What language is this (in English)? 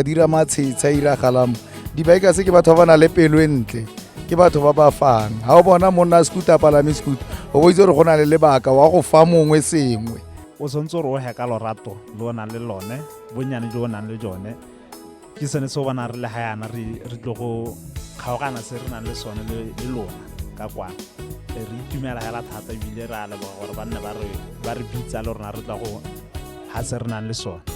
Tswana